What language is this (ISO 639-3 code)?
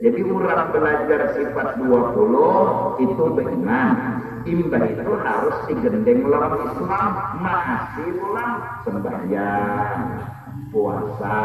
bjn